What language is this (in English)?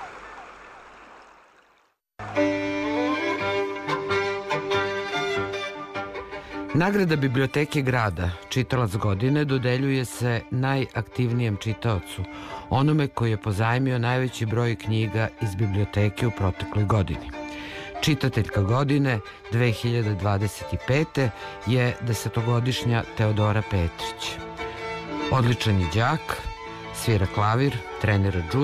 Serbian